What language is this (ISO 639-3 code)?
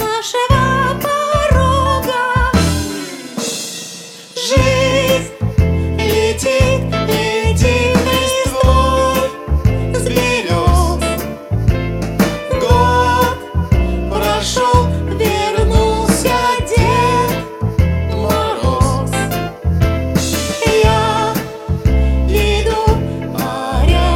rus